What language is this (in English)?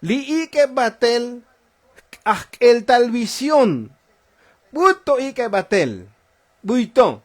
Tzotzil